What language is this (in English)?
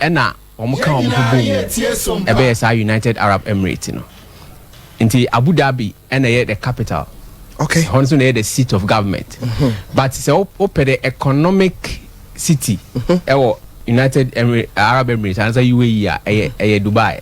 Akan